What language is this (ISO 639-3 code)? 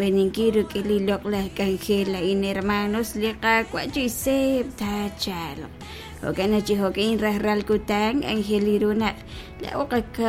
kek